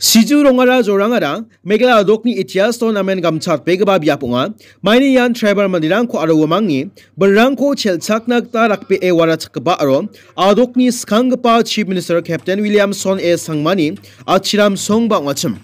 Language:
Garo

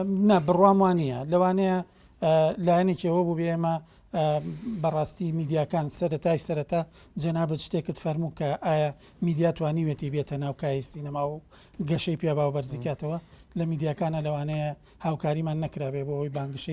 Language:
Central Kurdish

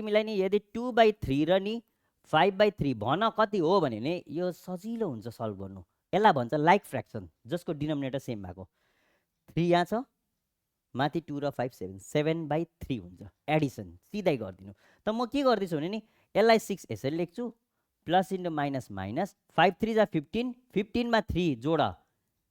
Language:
Nepali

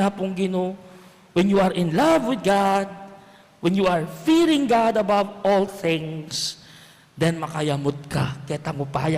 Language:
Pampanga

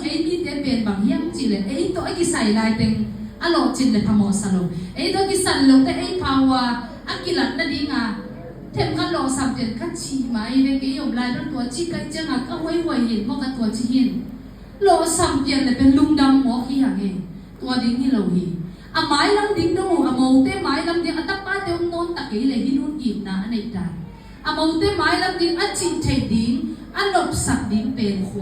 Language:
Tedim Chin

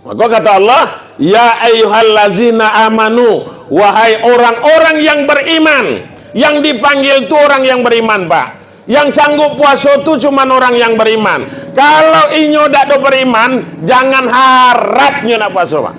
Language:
Minangkabau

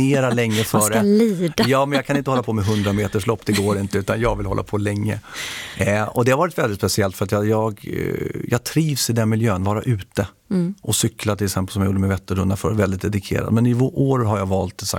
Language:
Swedish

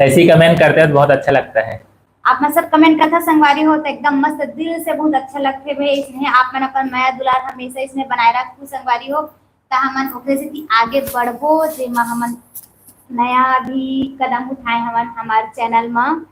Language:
Chhattisgarhi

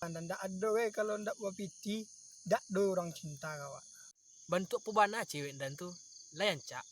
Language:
Minangkabau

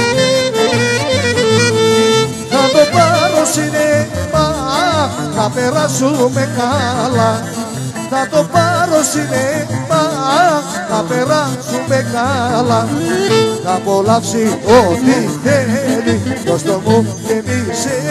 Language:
Greek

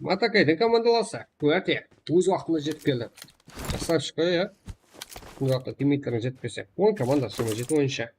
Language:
Kara-Kalpak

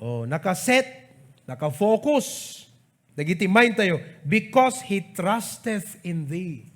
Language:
Iloko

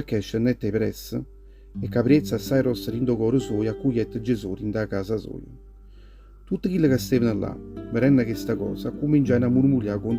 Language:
Neapolitan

